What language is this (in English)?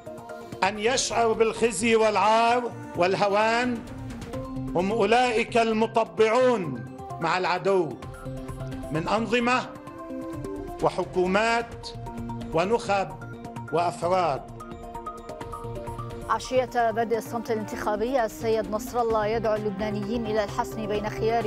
Arabic